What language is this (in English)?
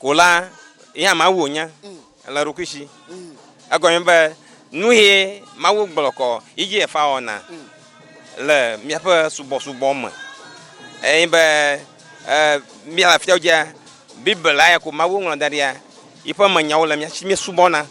Ewe